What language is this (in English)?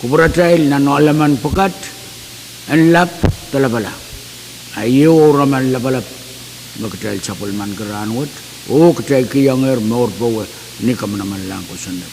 Pohnpeian